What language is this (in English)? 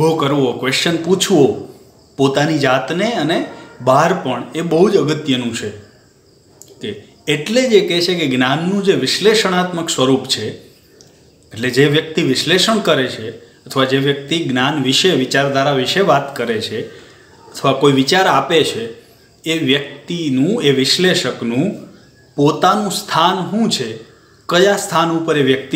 Gujarati